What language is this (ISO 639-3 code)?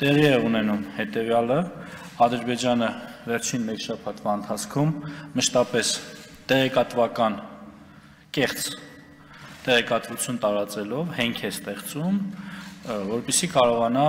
hye